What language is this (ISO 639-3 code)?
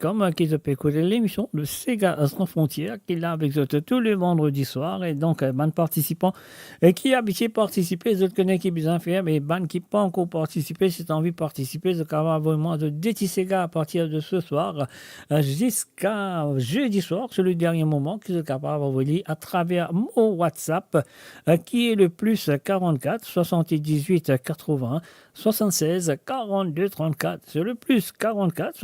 mfe